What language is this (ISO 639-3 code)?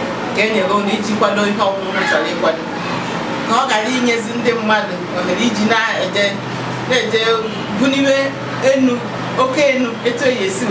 ibo